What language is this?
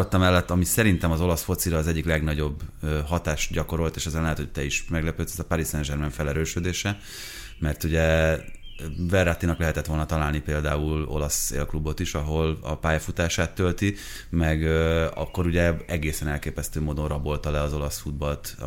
Hungarian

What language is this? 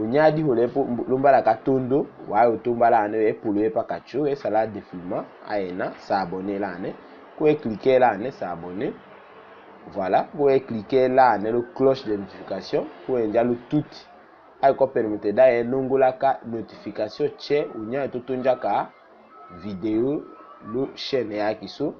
Tetela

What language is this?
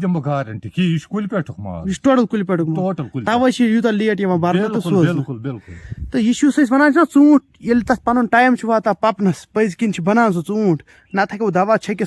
Kashmiri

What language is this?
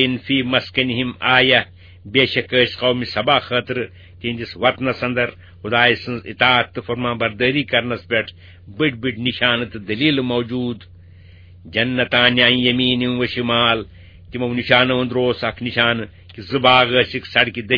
Kashmiri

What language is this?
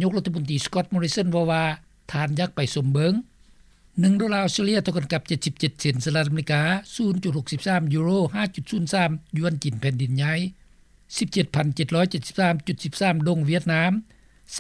Lao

